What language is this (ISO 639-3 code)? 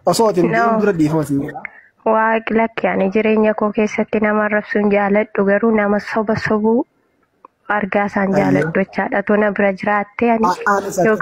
orm